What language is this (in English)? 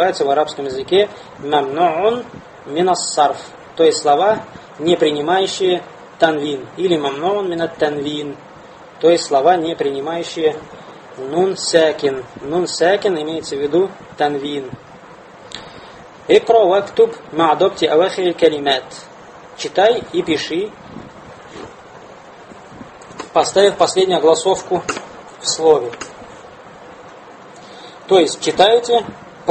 Russian